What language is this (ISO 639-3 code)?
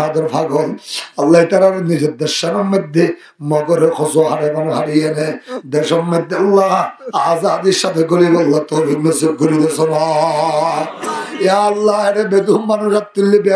rhg